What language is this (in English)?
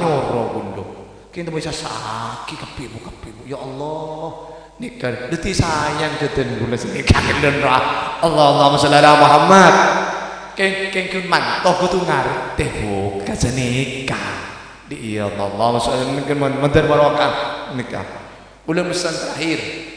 Madurese